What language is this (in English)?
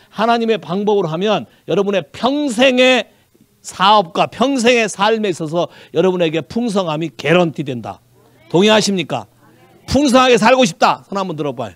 Korean